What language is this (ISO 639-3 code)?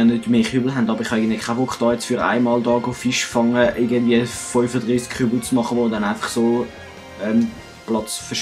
gsw